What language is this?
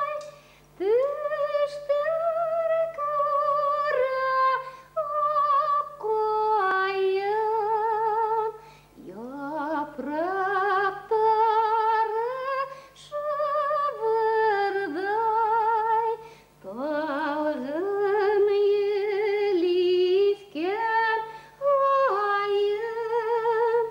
Bashkir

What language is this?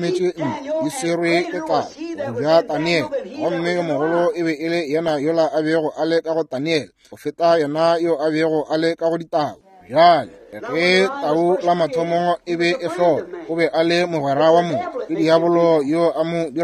Northern Sotho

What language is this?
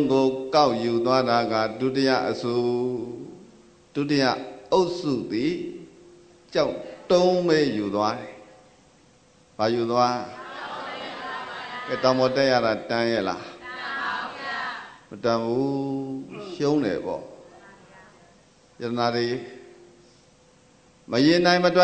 Burmese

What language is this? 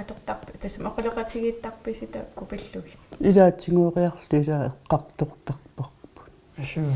Kalaallisut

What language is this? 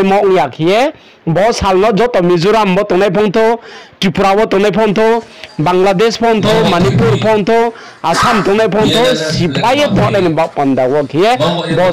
Riang (India)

